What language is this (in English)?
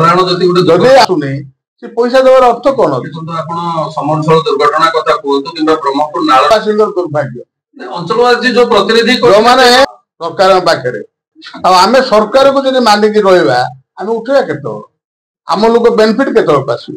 Odia